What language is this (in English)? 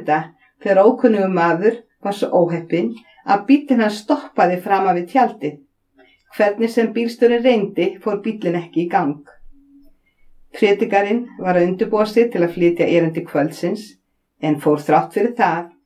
Icelandic